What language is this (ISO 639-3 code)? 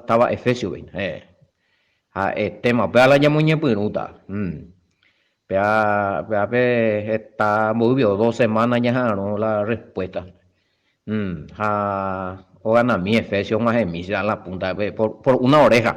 grn